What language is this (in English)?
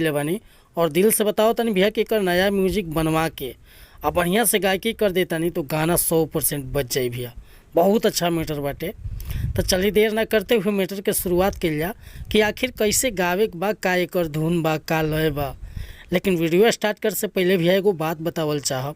Bhojpuri